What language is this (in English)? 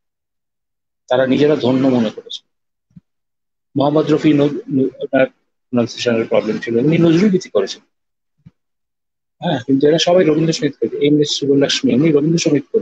Bangla